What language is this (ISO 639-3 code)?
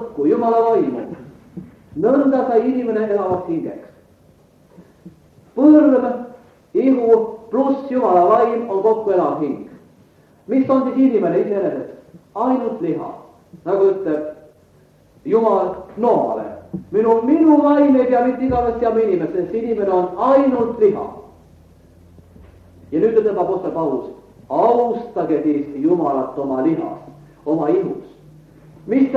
est